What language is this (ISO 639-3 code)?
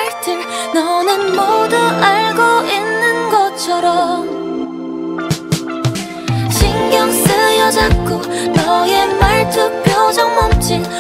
kor